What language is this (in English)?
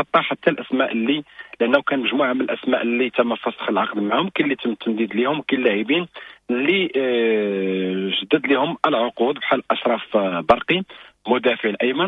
Moroccan Arabic